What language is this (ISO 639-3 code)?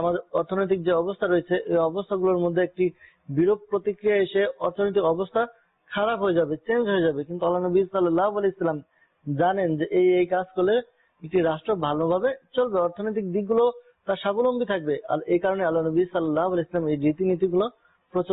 ben